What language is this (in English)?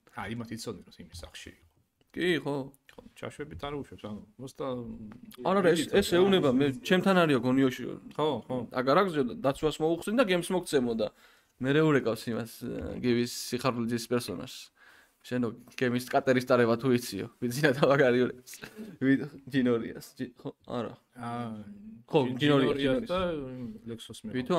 Georgian